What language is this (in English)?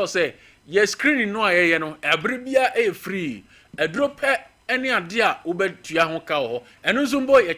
Akan